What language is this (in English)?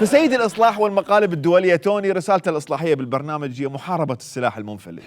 Mesopotamian Arabic